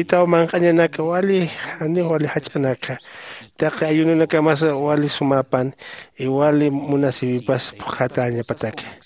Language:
Aymara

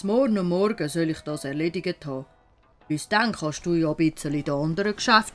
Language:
Swiss German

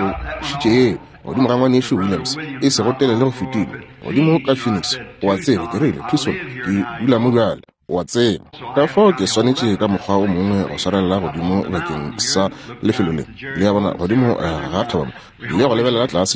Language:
Northern Sotho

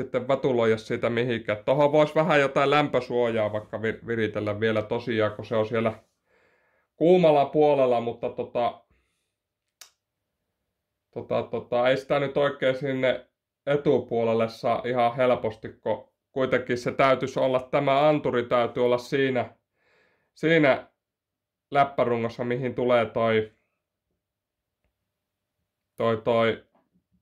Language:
Finnish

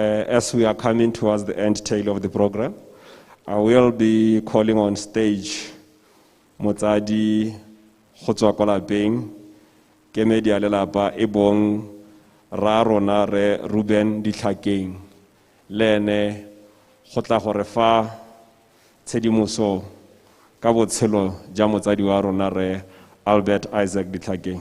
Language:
Tswana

